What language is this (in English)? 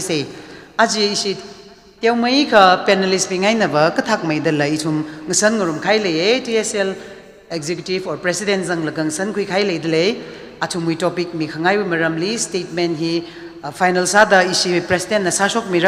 Tangkhul Naga (India)